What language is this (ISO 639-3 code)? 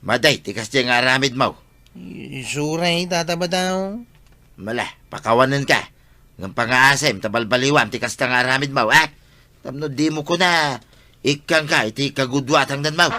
ilo